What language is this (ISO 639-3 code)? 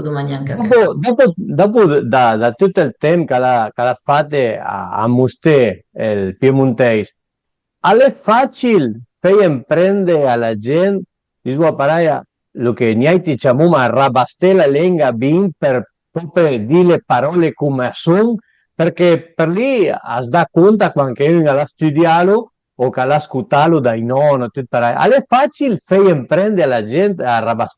pms